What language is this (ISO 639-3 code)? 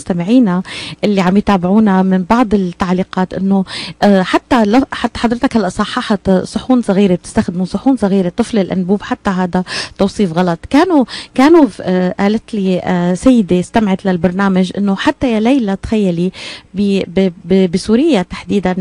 apc